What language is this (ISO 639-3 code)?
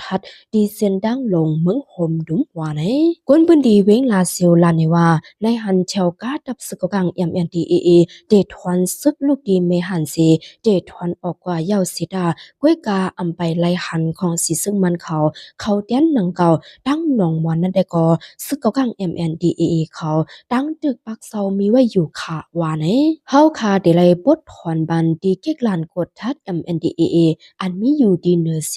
shn